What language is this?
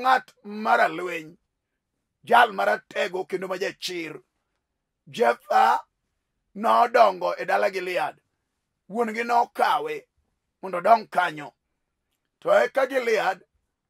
Luo (Kenya and Tanzania)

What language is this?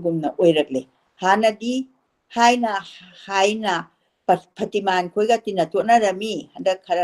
Manipuri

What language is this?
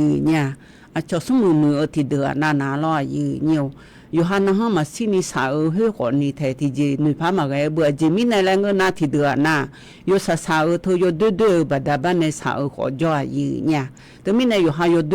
Akha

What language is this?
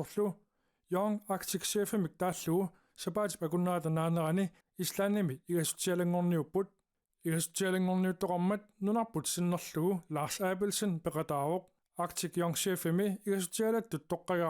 Kalaallisut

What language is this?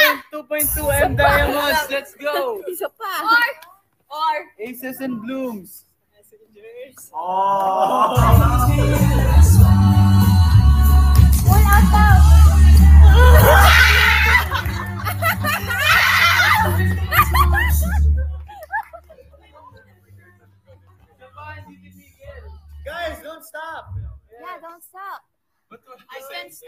Filipino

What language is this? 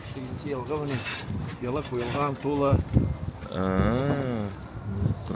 Tatar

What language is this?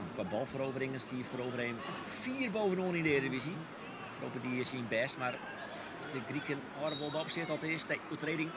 Western Frisian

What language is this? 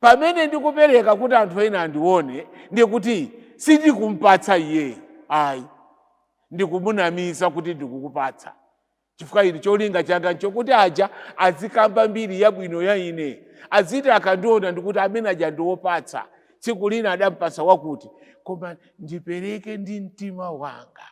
Nyanja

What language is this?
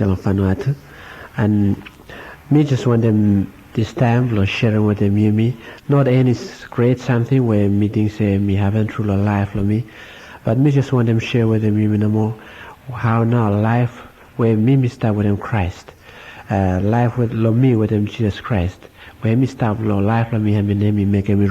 Bislama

